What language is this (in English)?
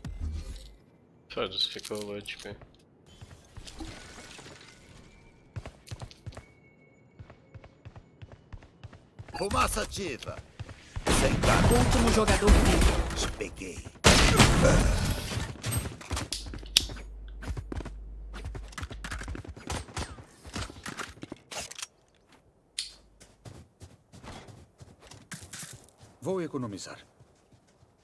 Portuguese